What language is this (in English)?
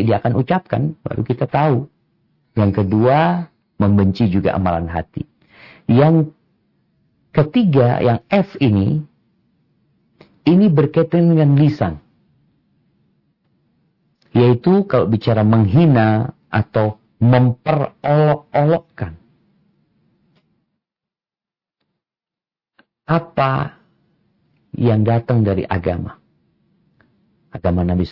Indonesian